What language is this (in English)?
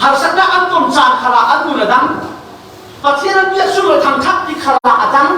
Falam Chin